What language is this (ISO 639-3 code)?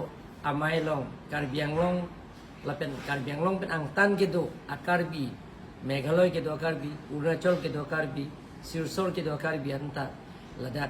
mjw